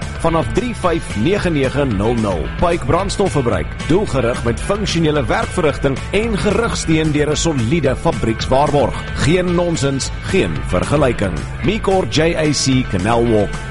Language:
Afrikaans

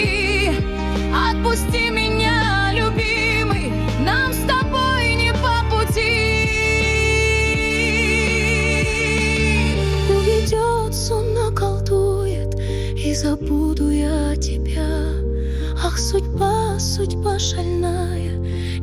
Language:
Russian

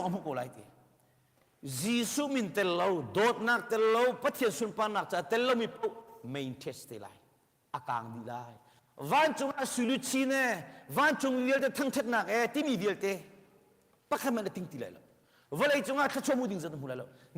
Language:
Hakha Chin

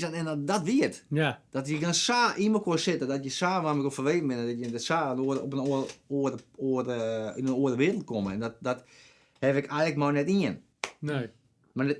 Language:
Western Frisian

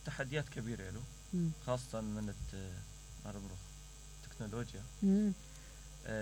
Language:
Mesopotamian Arabic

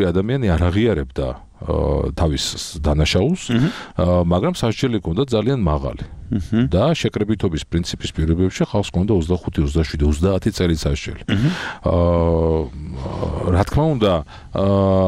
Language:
Georgian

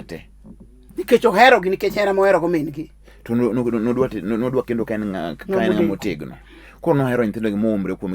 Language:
Luo (Kenya and Tanzania)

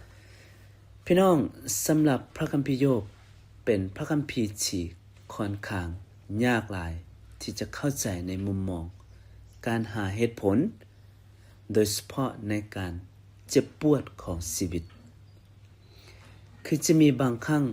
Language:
Lao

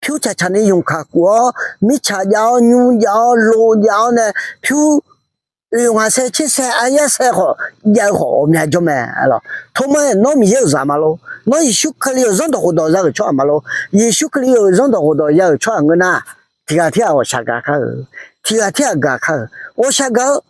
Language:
Akha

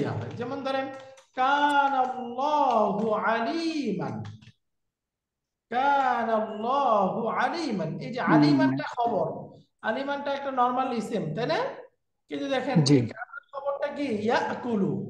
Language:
Bangla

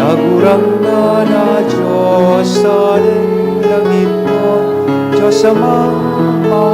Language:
Bikol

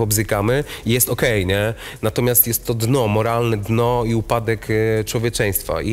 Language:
Polish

